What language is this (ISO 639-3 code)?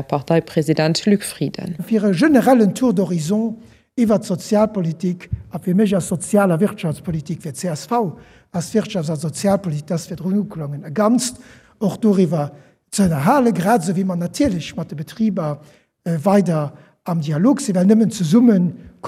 ltz